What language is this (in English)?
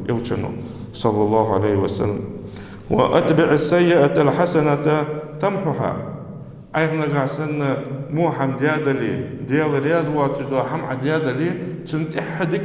Ingush